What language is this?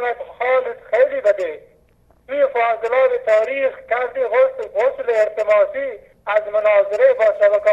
Persian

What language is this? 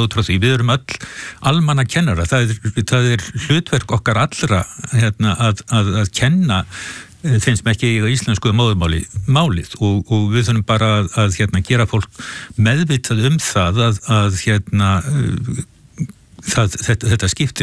Icelandic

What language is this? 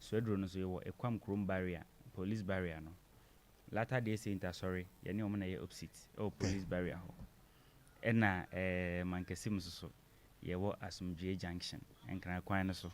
Akan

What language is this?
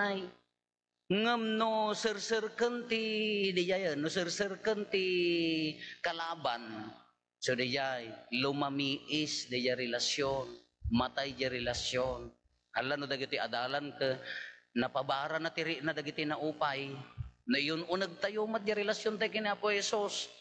Iloko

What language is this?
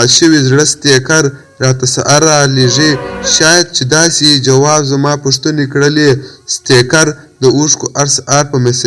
Pashto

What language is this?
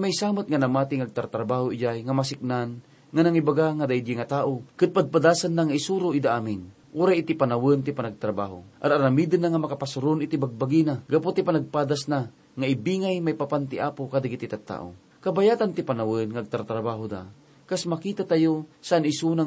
Iloko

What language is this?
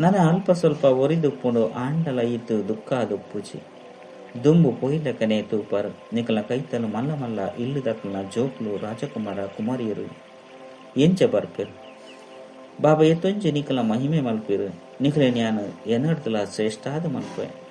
Tulu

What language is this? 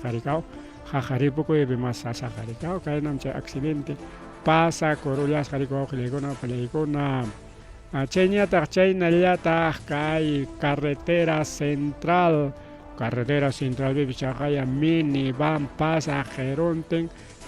Ayacucho Quechua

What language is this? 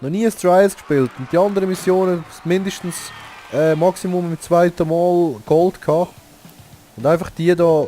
Swiss German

